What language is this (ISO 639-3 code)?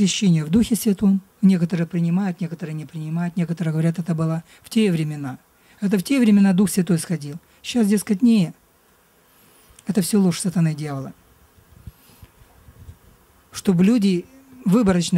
rus